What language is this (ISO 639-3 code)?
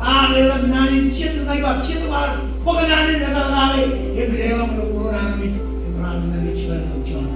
mah